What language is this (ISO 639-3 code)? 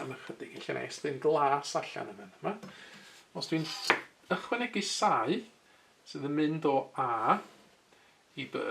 cym